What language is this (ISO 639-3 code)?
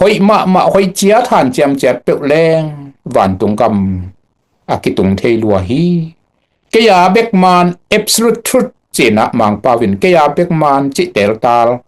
ctd